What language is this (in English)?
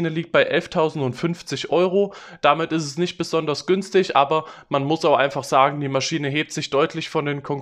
German